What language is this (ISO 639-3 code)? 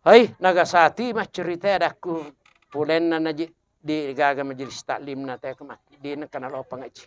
bug